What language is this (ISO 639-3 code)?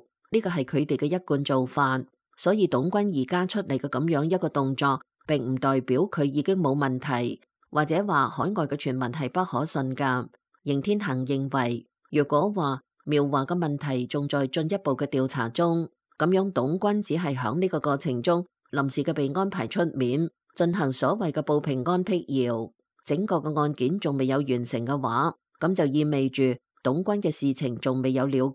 yue